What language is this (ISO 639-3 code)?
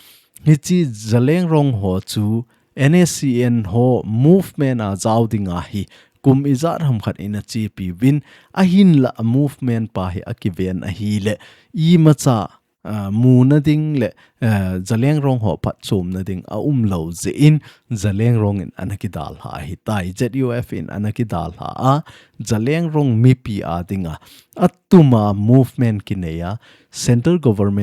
tcz